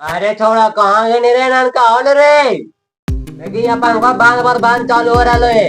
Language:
Magahi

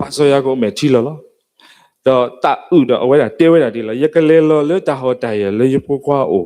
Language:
S'gaw Karen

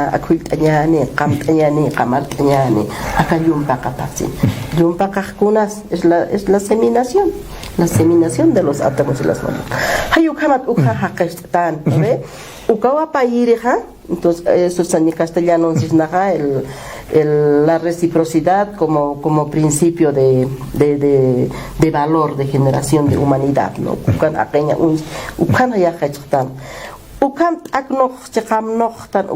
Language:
Aymara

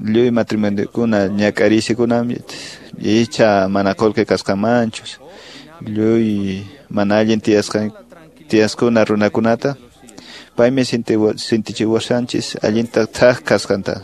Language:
Quechua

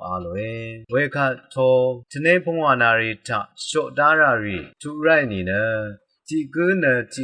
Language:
Rawang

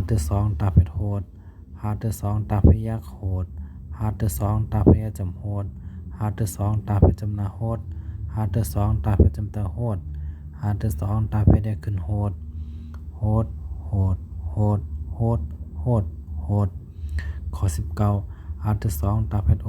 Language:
Shan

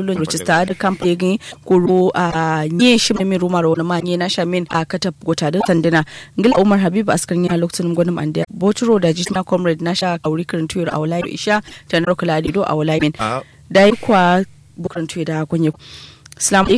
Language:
Kanuri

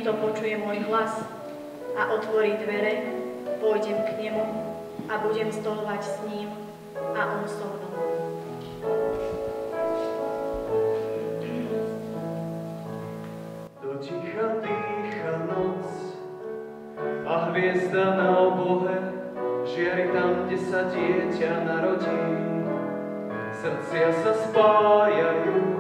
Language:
Slovak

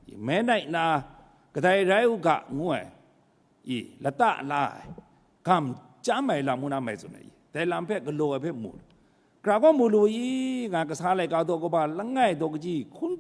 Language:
Kachin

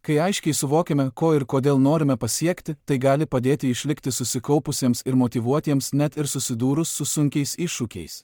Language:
Lithuanian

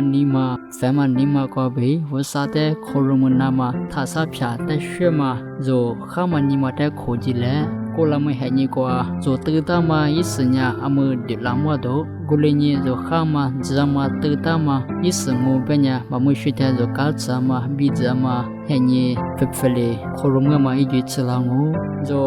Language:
Lisu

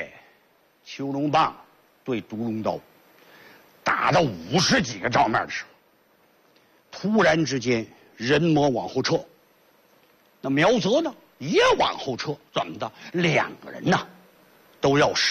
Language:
Chinese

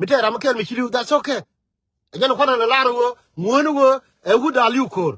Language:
Nuer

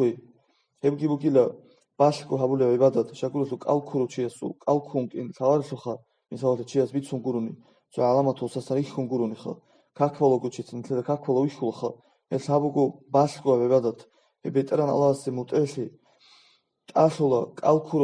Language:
Avaric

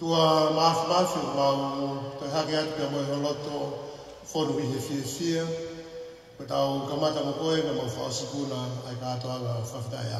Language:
Tongan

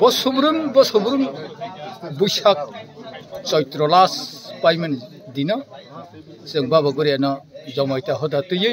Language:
Kok Borok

